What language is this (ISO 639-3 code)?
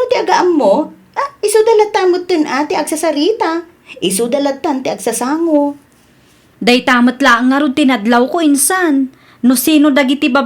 ilo